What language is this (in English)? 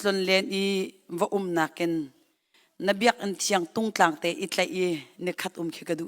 Hakha Chin